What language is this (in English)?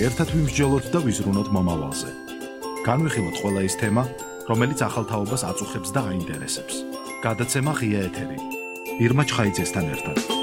Georgian